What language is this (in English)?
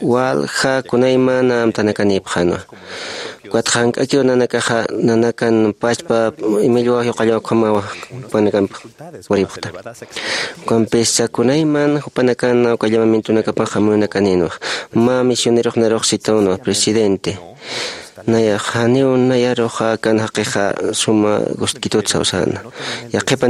Aymara